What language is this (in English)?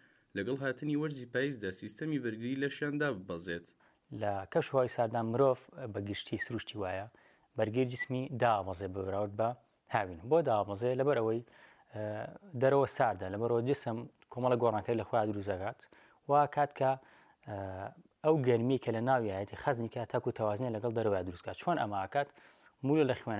Central Kurdish